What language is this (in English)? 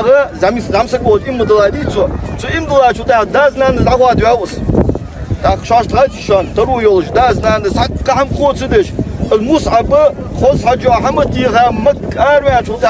Ingush